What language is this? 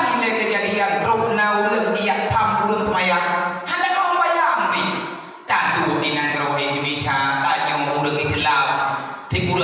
Achinese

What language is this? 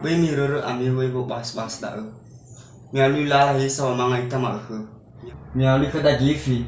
Nias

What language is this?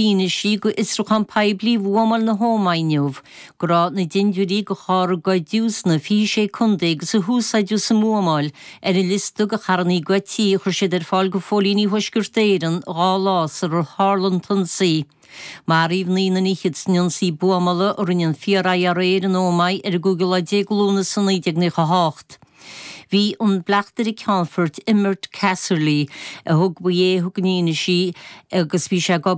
Irish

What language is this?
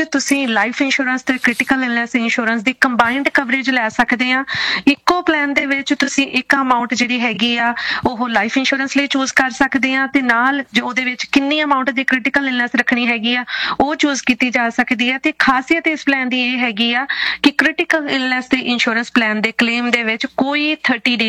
Punjabi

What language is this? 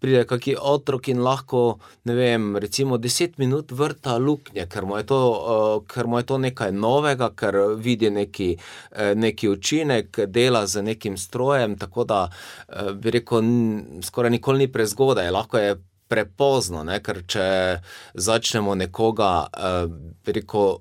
Slovenian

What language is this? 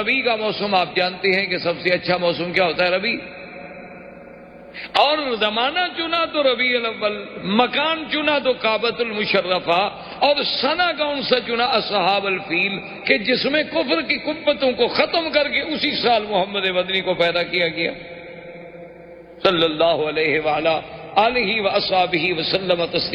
Urdu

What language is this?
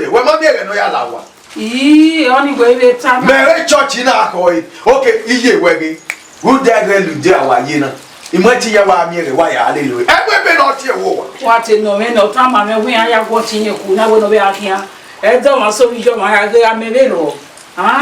Bini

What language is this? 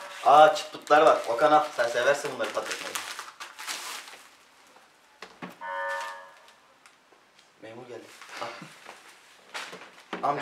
Turkish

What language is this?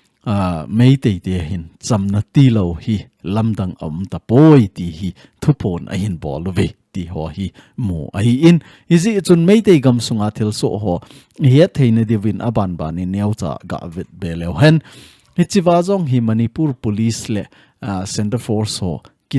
Thado Chin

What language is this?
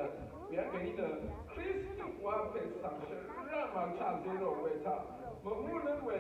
Rawang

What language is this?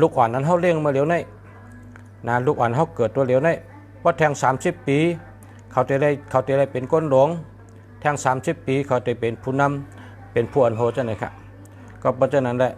Shan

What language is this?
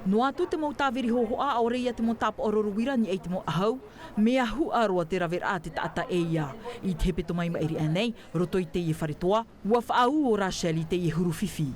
Tahitian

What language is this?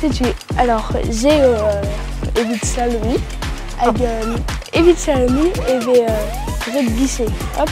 Breton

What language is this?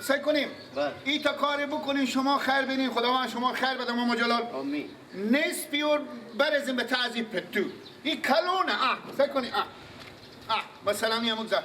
Persian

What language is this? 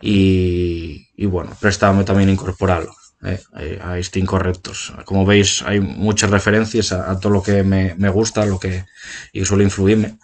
Asturian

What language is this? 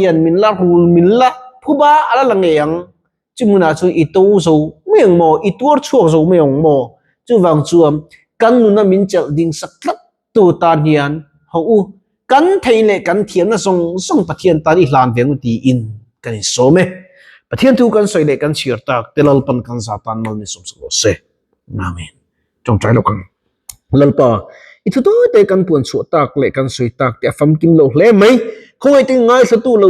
Mizo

